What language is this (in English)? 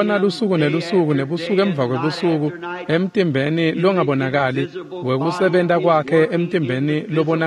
Swati